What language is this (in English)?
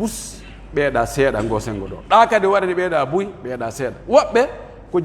Pular